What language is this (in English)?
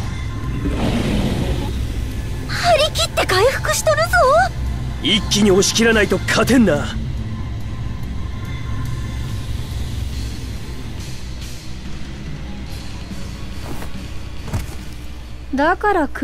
Japanese